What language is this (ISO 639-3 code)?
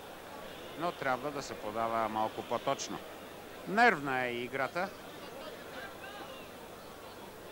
bul